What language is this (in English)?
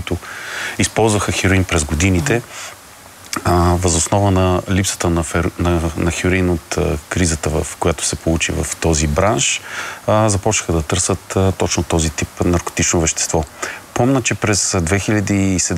Bulgarian